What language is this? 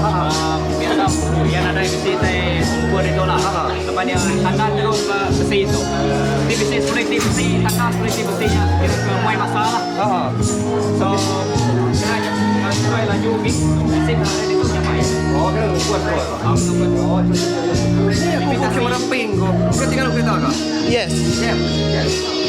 Iban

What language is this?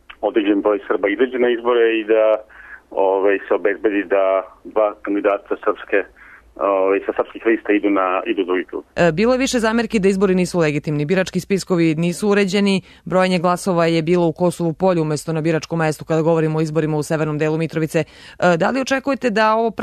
Serbian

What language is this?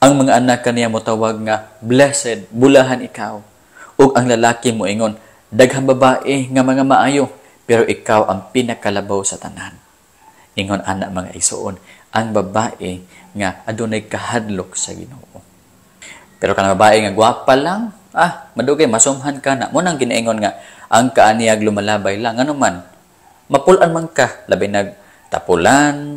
Cebuano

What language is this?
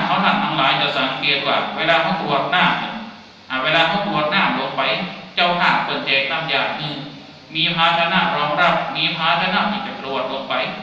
Thai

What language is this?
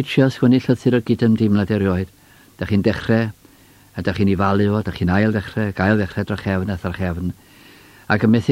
Welsh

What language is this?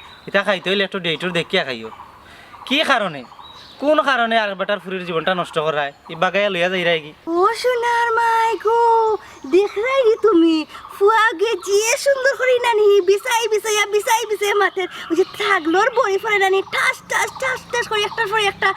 Sylheti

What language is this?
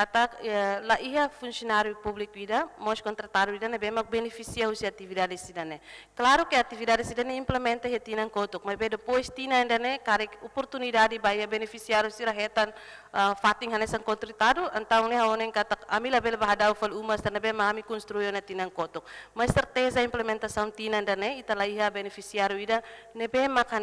Tetum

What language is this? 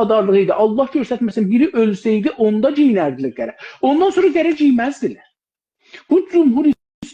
South Azerbaijani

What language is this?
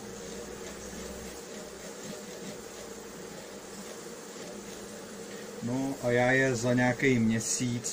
Czech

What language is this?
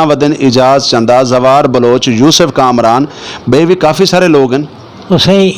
Saraiki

